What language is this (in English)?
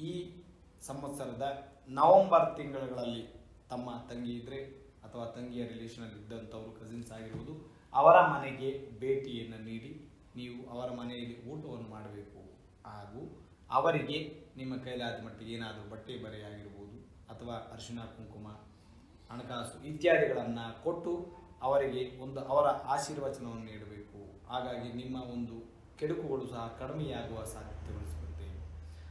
Kannada